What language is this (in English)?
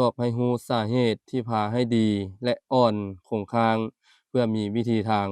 Lao